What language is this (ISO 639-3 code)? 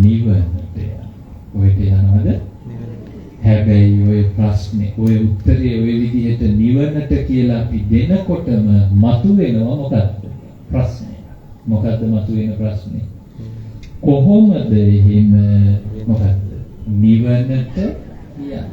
sin